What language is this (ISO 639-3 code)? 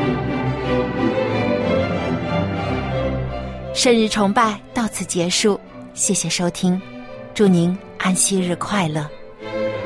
zho